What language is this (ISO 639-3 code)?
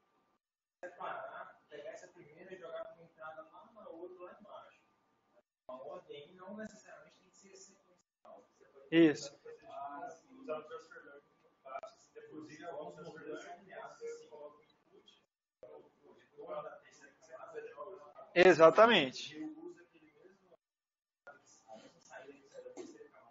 por